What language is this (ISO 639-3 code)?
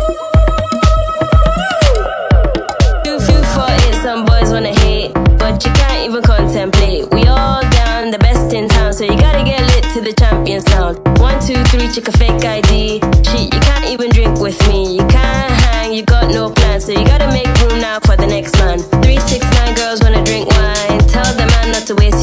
eng